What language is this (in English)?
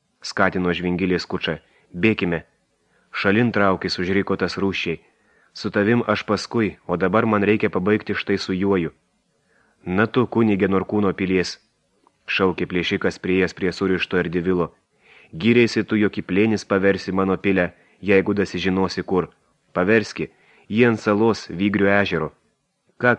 Lithuanian